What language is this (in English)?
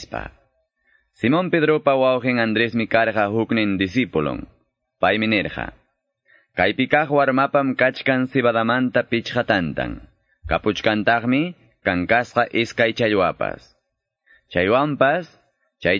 Quechua